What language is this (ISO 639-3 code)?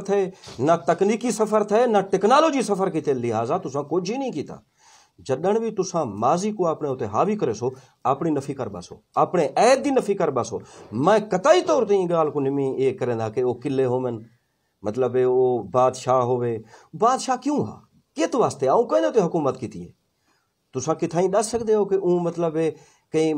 skr